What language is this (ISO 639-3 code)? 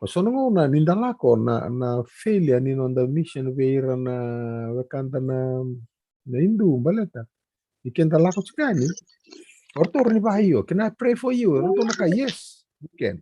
fij